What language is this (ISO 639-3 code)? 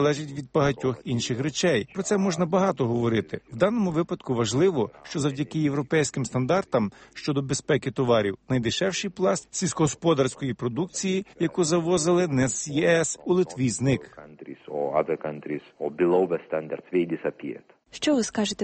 ukr